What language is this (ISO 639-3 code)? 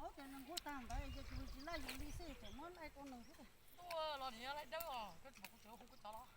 hmn